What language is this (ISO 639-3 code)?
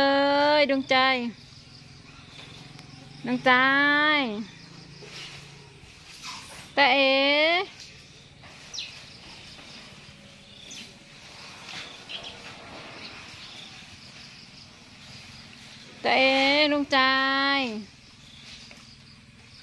tha